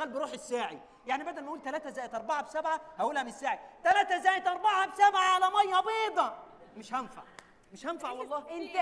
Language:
Egyptian Arabic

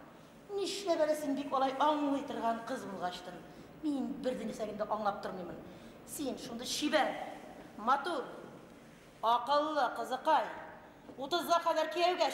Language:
Bashkir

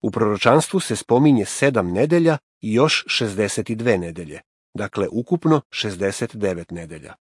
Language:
Serbian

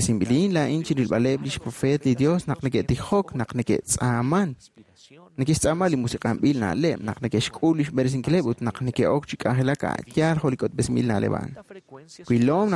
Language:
Kekchí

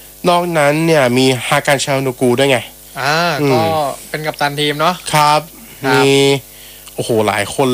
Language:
Thai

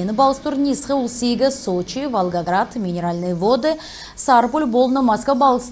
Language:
Kalmyk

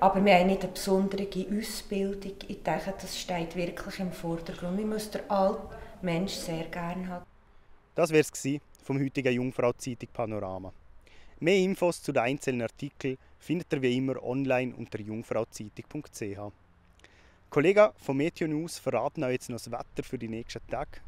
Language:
Swiss German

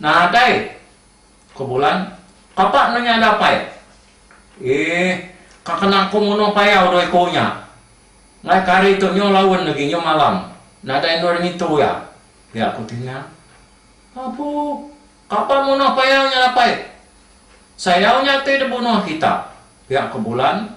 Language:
Iban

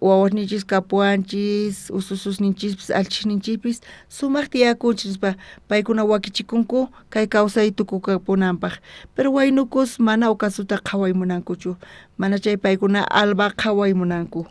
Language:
South Bolivian Quechua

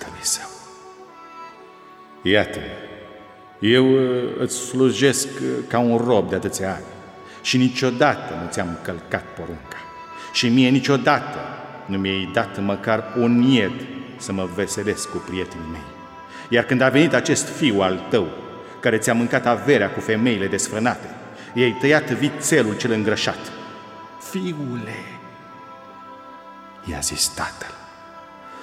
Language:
Romanian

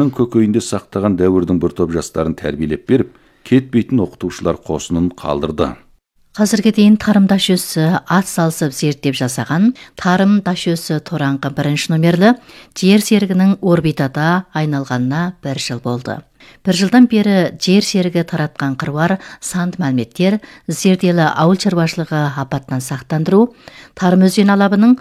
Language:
Kazakh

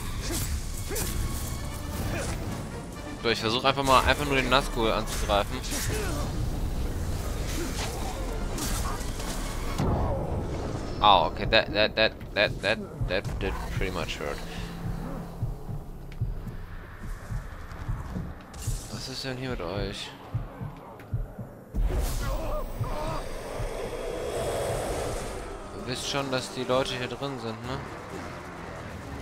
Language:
German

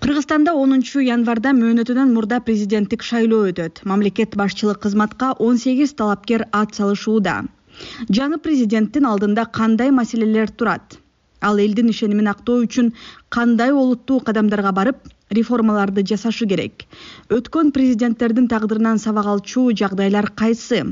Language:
Kyrgyz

